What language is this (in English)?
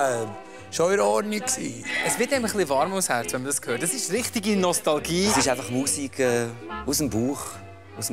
Swiss German